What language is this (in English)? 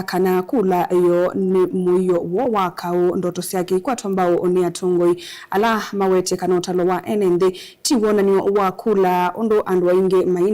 Kamba